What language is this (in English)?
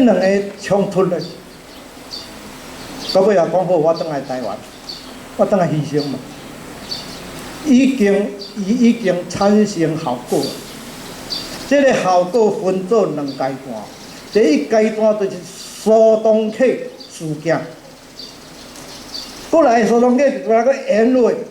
Min Nan Chinese